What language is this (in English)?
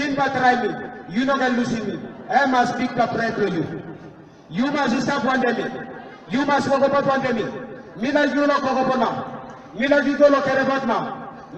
Tok Pisin